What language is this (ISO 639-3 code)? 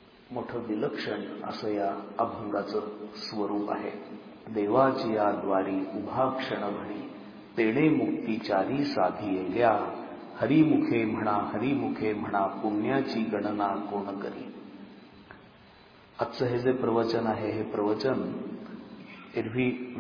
mar